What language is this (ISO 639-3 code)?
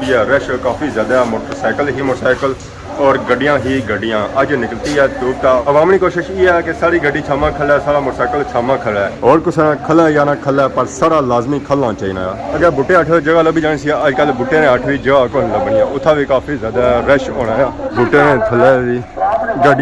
phr